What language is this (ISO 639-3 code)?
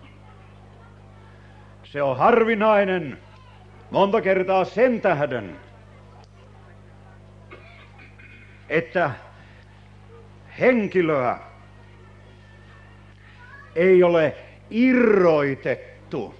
fin